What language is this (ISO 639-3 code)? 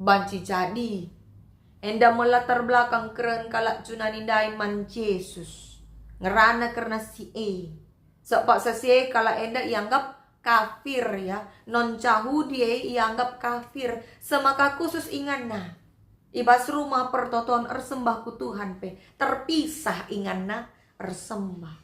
btx